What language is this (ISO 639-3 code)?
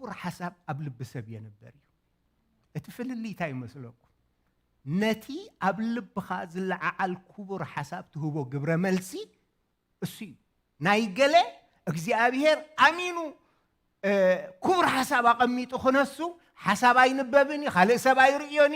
tir